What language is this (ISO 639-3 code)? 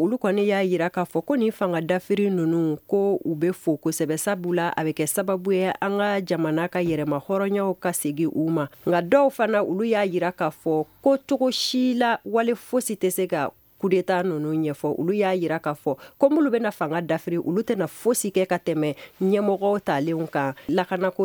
bam